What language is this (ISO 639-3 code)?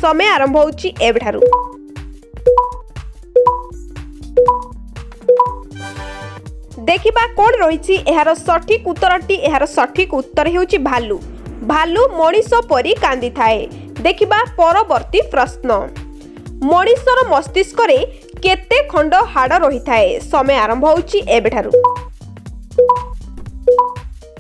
ori